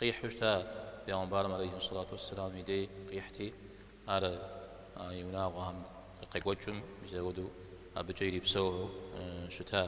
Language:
Kabardian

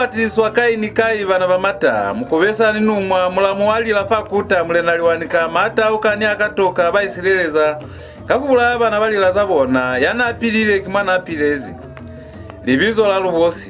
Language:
Lozi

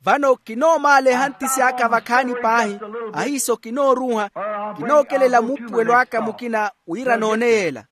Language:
Makhuwa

